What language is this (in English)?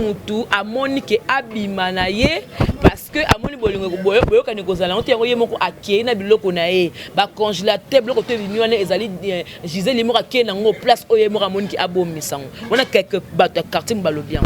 Lingala